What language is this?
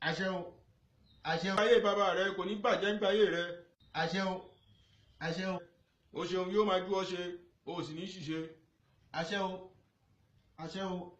Yoruba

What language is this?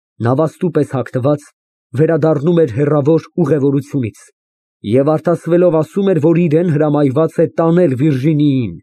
Armenian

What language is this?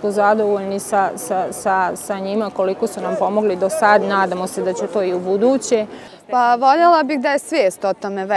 Bosnian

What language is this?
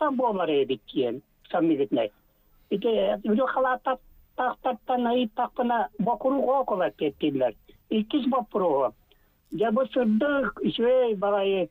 Yakut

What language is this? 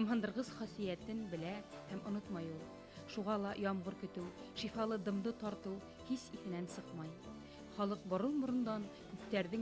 Bashkir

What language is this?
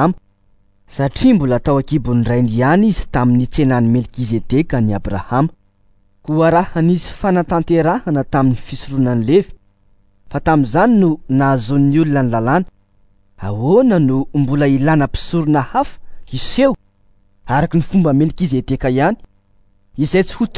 Malagasy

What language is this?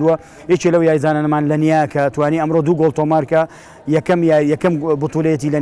Central Kurdish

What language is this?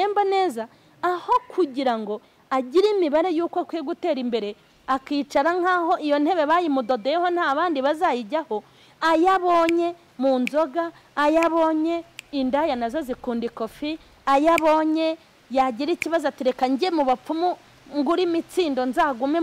Kinyarwanda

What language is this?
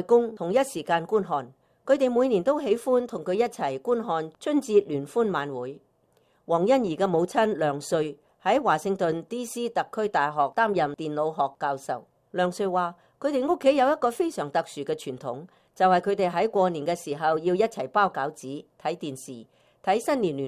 Cantonese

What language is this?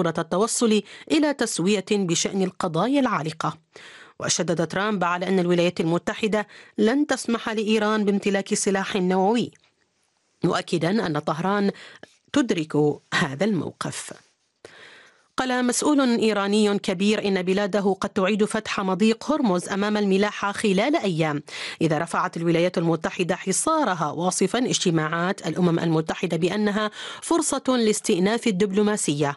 Arabic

